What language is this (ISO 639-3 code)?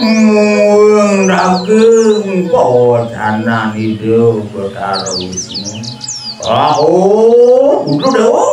ban